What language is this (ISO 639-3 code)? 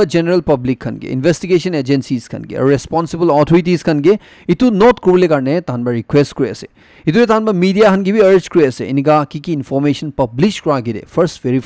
nag